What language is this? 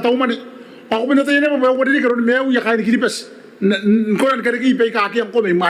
Gilbertese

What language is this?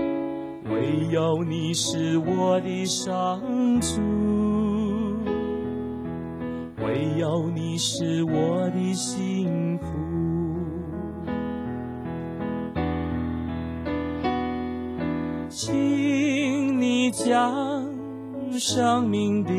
Chinese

